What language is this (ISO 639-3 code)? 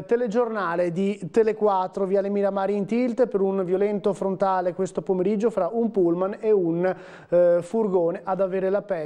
ita